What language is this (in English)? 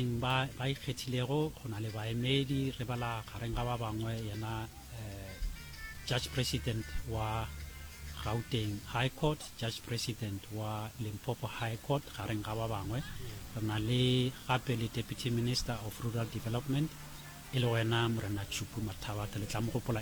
Northern Sotho